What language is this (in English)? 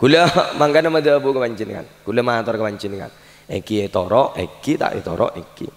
Madurese